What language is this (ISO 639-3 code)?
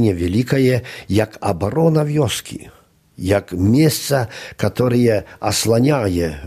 bel